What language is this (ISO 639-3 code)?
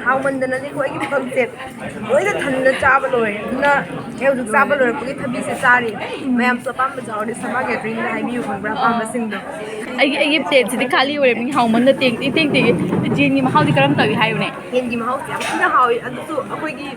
mni